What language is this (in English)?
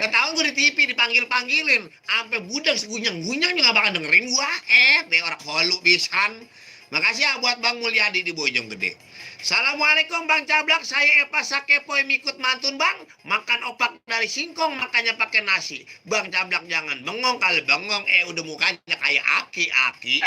Betawi